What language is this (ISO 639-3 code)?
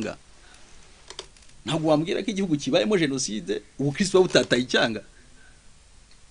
kin